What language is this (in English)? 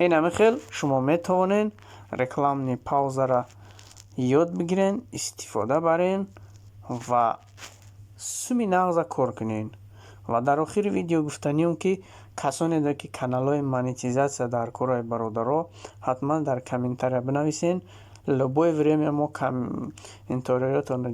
Tajik